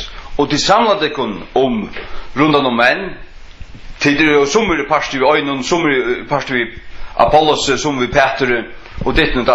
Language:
Faroese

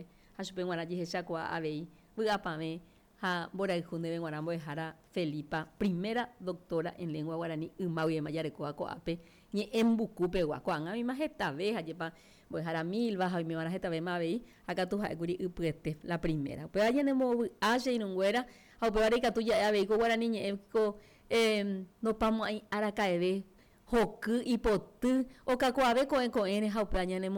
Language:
Guarani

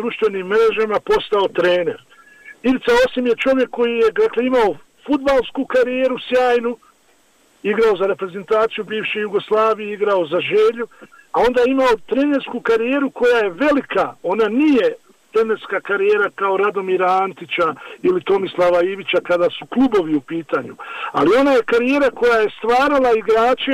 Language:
Bosnian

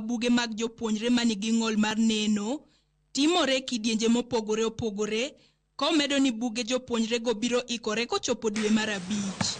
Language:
Luo (Kenya and Tanzania)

